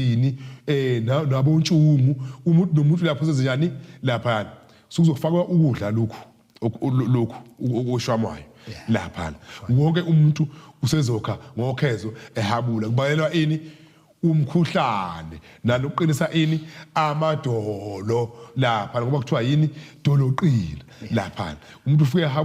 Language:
Zulu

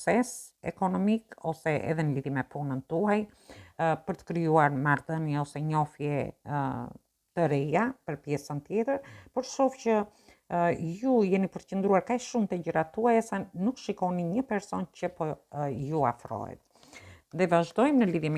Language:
Albanian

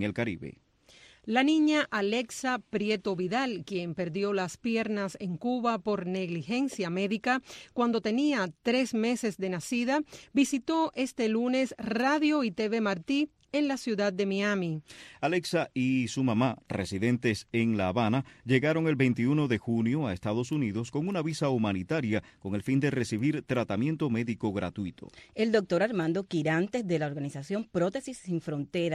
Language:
Spanish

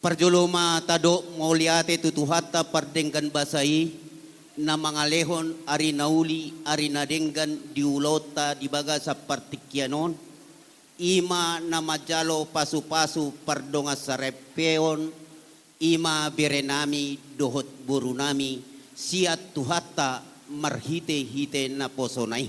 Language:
Batak Toba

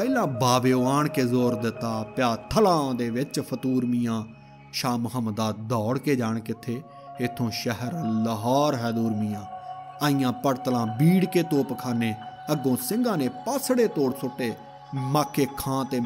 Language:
Punjabi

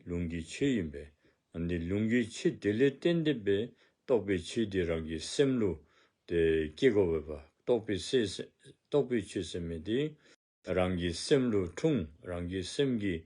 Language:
Dzongkha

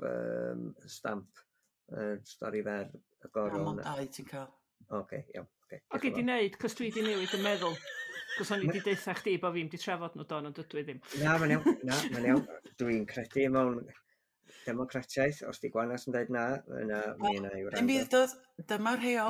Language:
Welsh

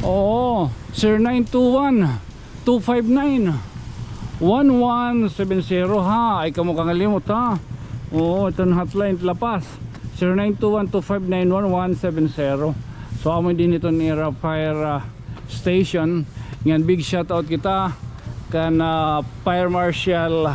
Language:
Waray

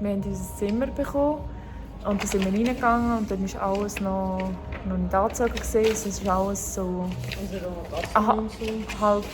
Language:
Swiss German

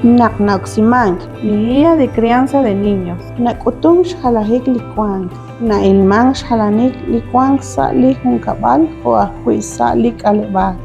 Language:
Kekchí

